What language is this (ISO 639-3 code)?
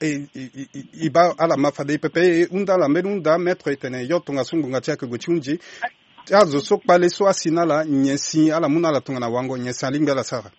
sag